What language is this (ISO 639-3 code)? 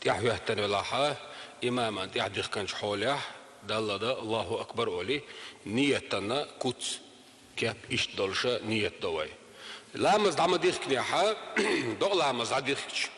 che